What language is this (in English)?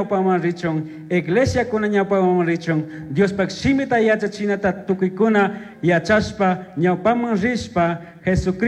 Chimborazo Highland Quichua